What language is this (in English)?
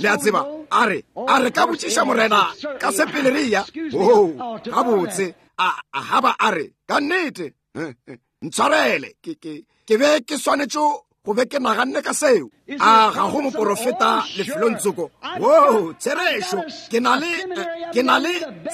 Northern Sotho